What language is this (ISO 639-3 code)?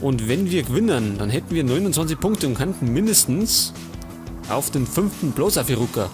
bar